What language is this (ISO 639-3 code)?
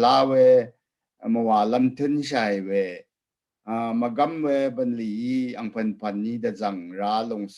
raw